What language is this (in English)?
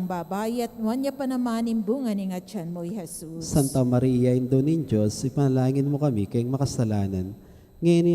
Pampanga